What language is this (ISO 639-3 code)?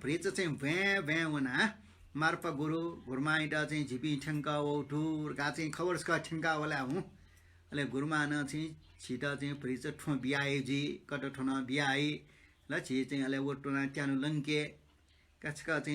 new